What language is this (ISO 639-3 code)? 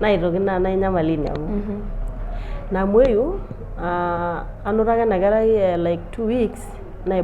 mas